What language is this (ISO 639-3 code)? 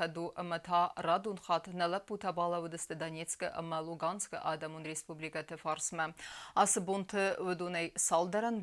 oss